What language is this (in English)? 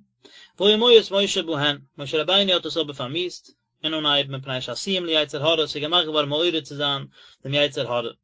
Yiddish